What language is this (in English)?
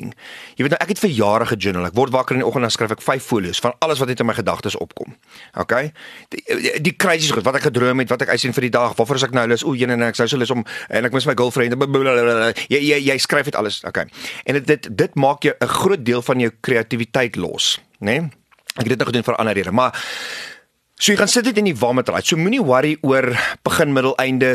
Afrikaans